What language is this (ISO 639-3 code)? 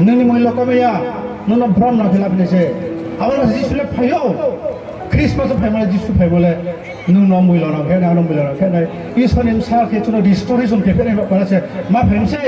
ria